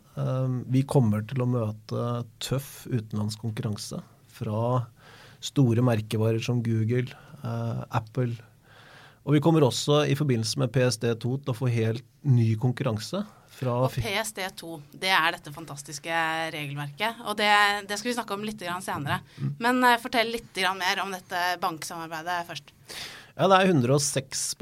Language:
Norwegian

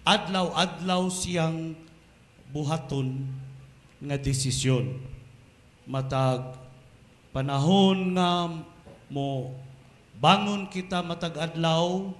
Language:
Cebuano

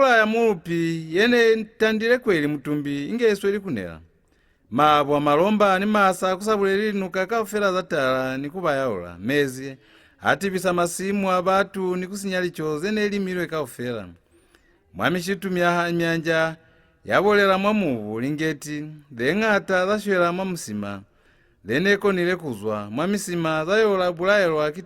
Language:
Lozi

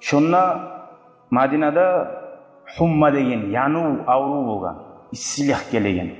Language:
Kumyk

